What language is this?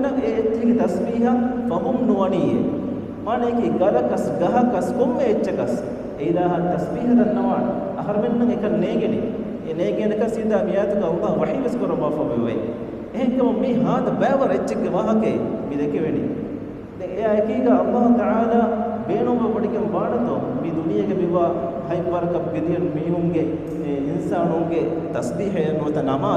Divehi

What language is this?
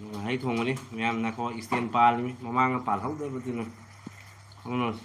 Manipuri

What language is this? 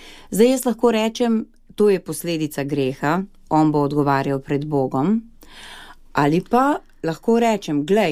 Slovenian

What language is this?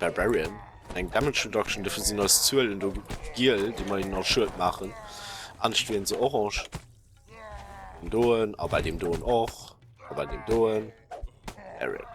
Luxembourgish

